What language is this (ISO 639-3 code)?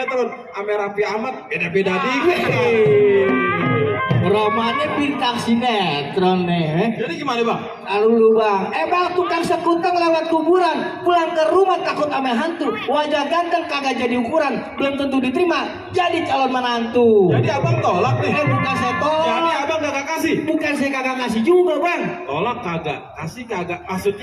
bew